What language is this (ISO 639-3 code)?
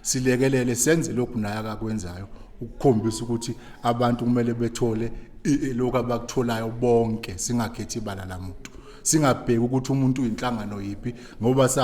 zul